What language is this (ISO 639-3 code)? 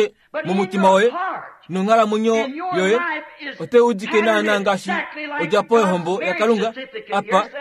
kua